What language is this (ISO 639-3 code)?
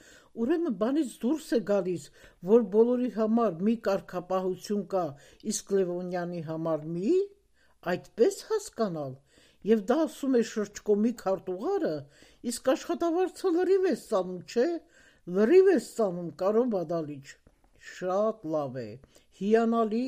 hye